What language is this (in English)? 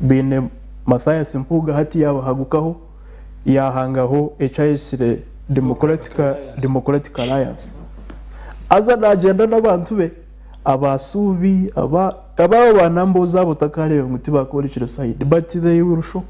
Nyankole